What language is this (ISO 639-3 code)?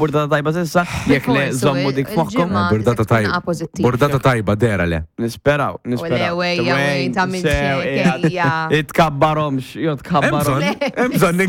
mlt